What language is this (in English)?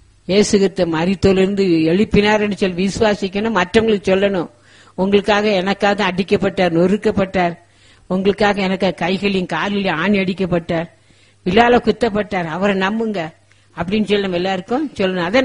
Tamil